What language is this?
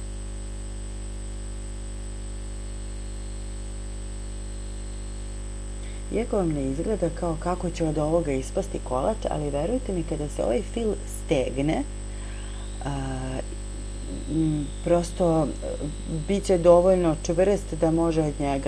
Serbian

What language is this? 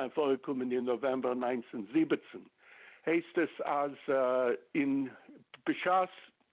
Yiddish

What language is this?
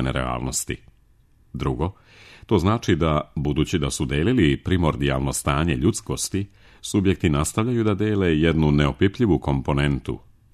Serbian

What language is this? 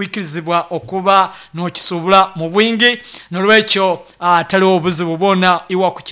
Nyankole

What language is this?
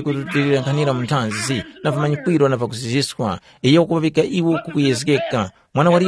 Tumbuka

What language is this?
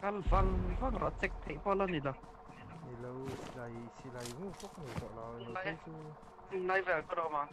Mizo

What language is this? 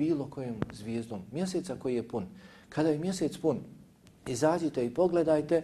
Bosnian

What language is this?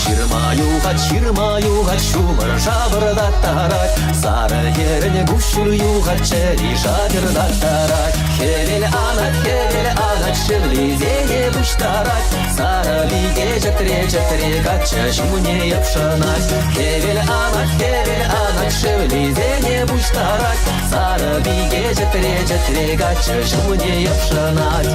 Chuvash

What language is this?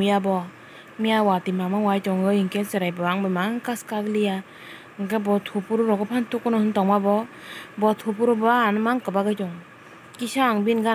Kok Borok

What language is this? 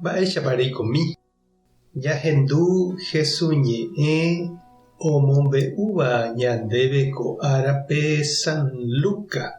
Guarani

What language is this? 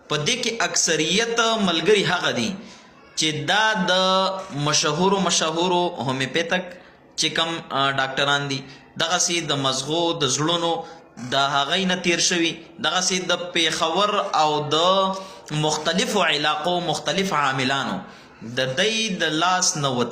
Pashto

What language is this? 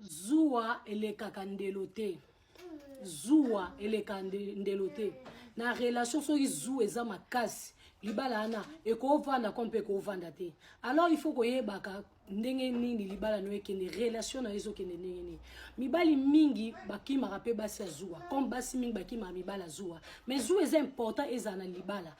Lingala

